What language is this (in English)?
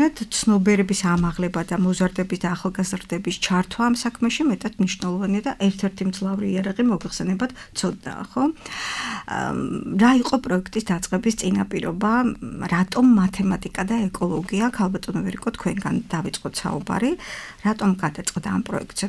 Georgian